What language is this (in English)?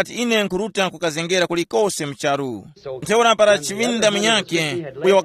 Tumbuka